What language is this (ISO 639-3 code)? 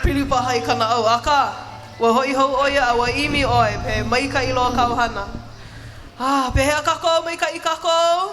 haw